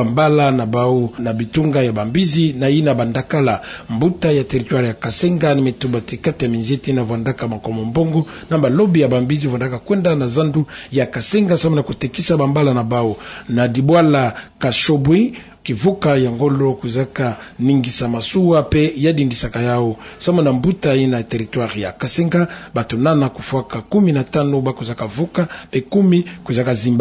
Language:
Kituba (Democratic Republic of Congo)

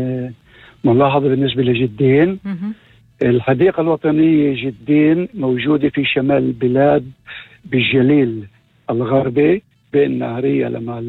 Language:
North Levantine Arabic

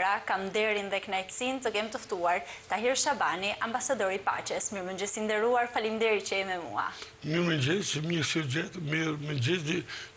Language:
Albanian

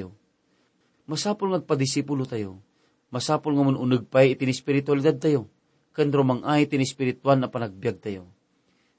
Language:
Iloko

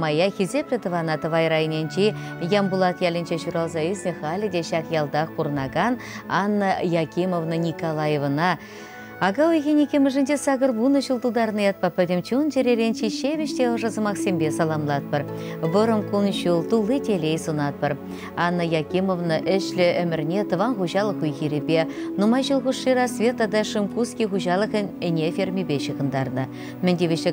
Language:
Chuvash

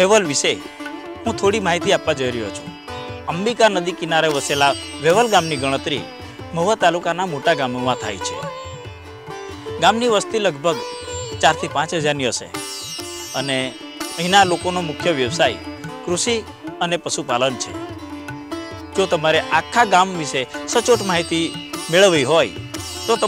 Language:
Gujarati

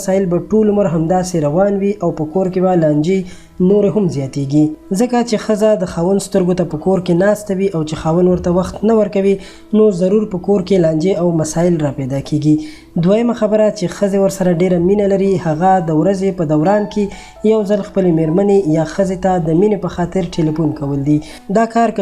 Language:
Pashto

